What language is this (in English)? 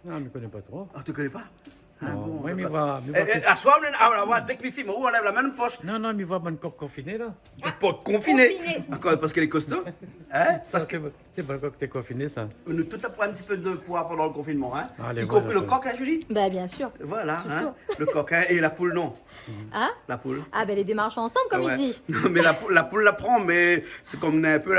Réunion Creole French